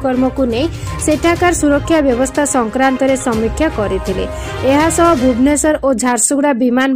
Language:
Odia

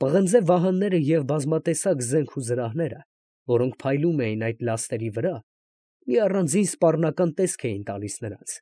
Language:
Armenian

